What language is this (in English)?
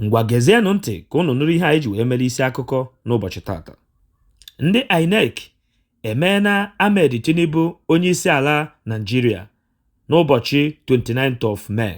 Igbo